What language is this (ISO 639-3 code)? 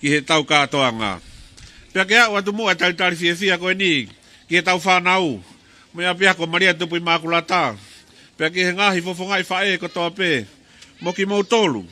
ton